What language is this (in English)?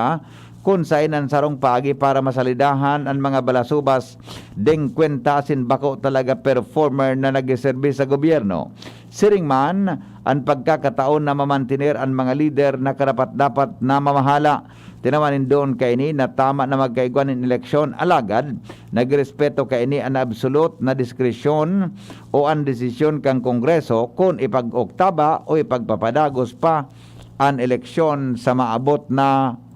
Bikol